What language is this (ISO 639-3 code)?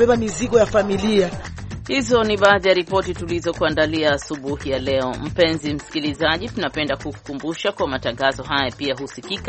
swa